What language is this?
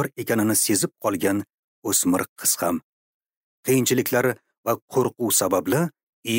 Uzbek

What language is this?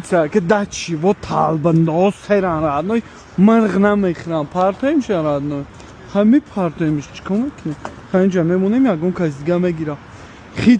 Tajik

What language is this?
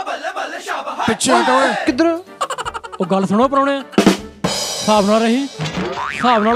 Punjabi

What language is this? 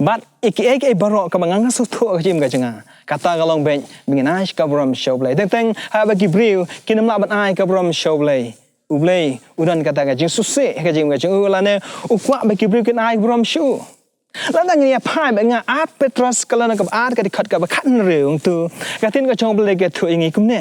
Khasi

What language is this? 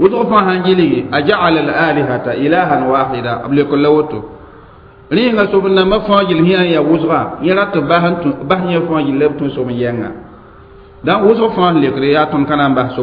Mossi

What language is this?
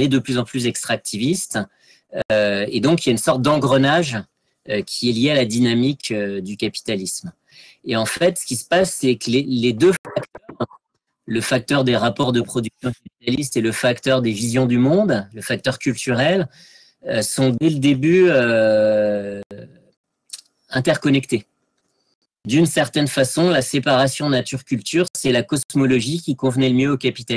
French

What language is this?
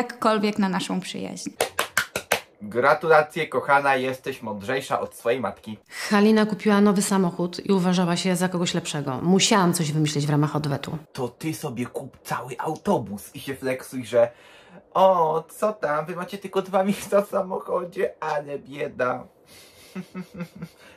Polish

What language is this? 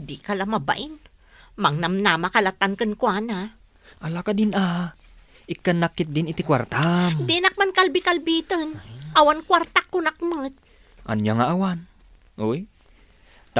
Iloko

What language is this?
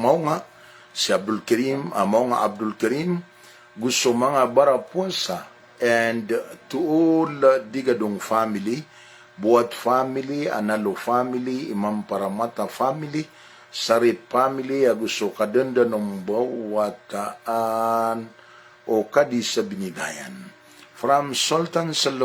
Maranao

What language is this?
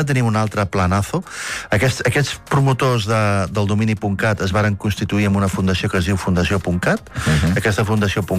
Catalan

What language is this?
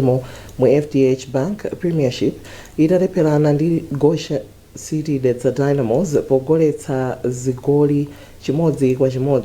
Nyanja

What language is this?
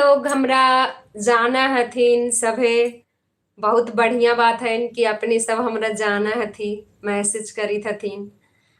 Magahi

